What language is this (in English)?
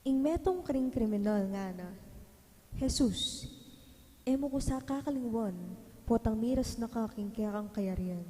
Pampanga